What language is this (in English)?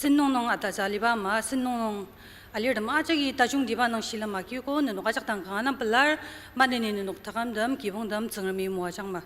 Ao Naga